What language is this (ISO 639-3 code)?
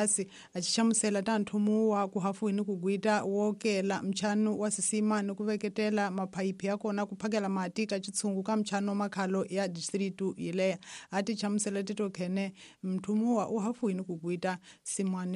tso